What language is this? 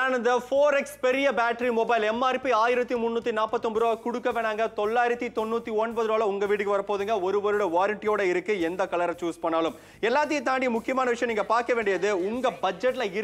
Tamil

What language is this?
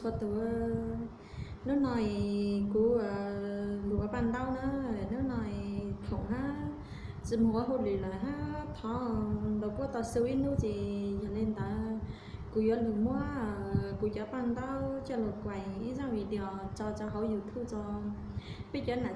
Hmong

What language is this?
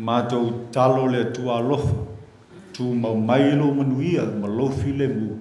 Samoan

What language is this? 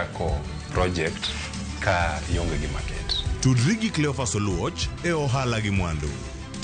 Luo (Kenya and Tanzania)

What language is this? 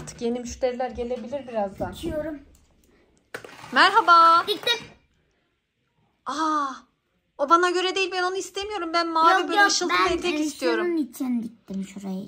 Turkish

